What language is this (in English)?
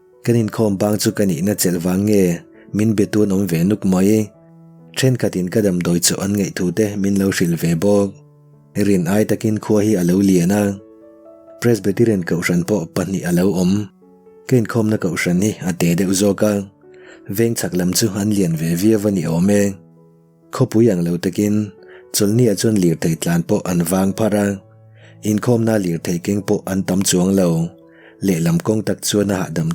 Mizo